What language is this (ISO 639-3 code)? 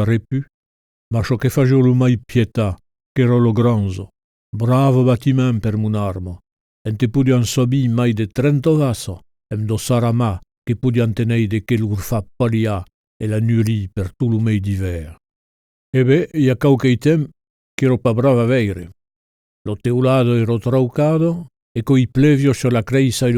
oci